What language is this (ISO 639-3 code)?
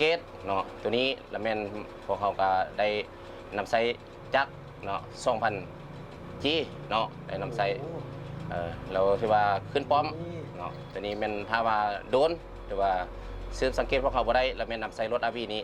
lao